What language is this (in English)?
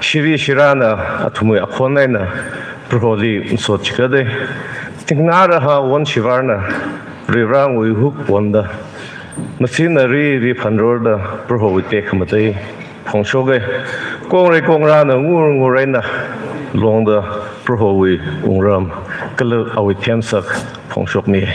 Tangkhul Naga (India)